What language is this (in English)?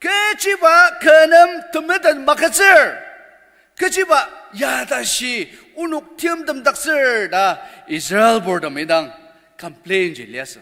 Ao Naga